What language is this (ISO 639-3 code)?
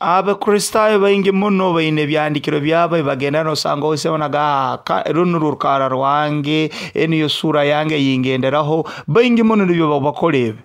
nyo